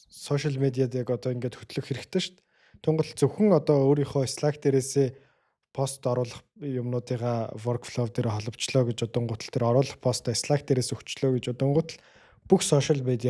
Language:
Mongolian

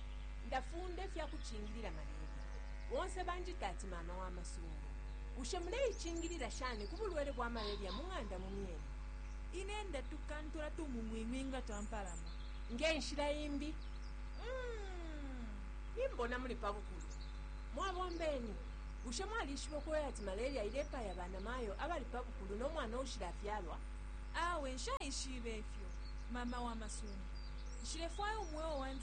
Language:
Bemba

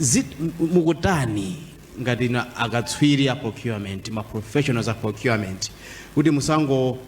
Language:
Nyanja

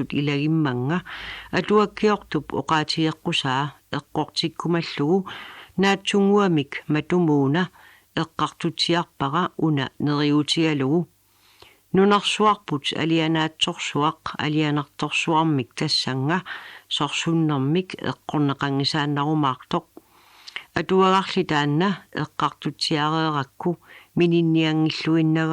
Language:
Kalaallisut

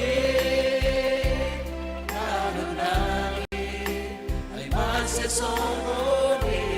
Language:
Batak Simalungun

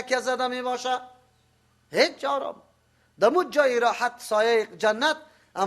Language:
Persian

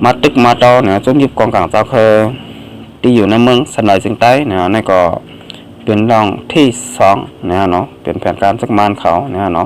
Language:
Shan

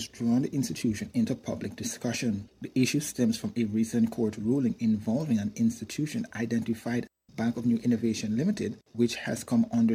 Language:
English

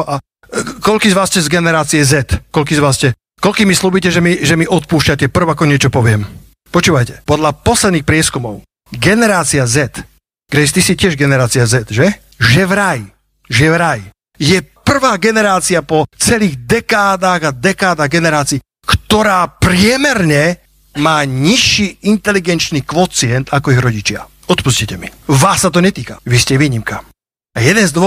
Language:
Slovak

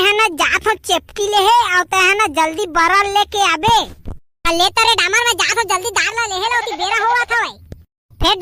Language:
Chhattisgarhi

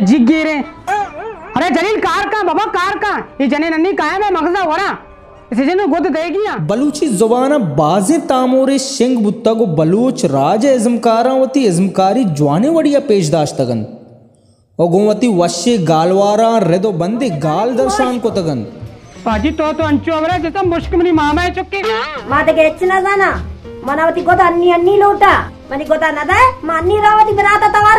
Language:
Baluchi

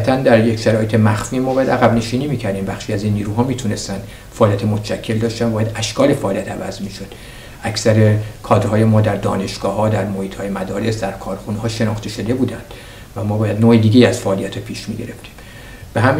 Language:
Persian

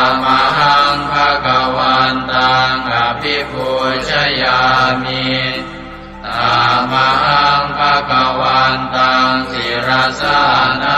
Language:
Pali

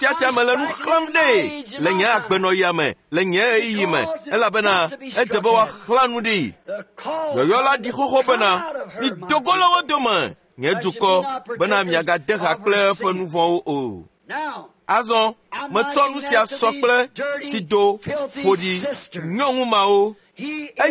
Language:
Ewe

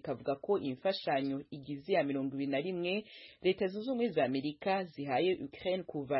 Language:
Kinyarwanda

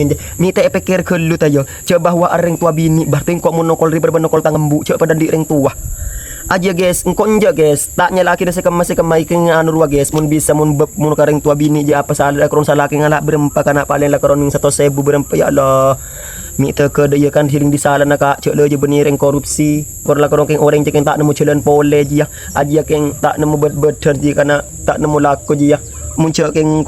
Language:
Madurese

